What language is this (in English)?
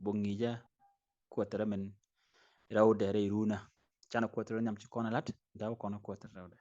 Nuer